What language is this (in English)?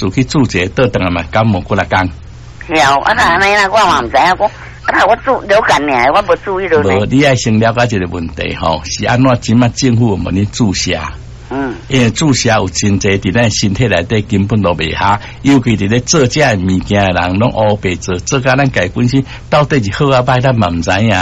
Min Nan Chinese